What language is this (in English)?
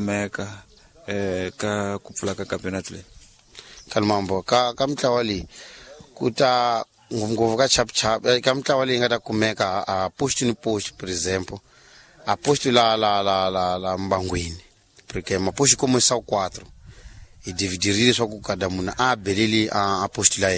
Tsonga